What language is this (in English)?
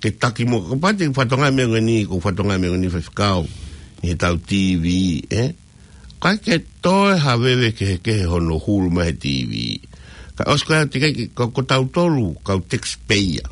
Tongan